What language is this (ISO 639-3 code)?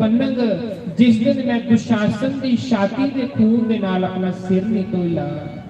doi